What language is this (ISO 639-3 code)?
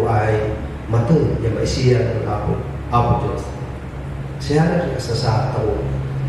kne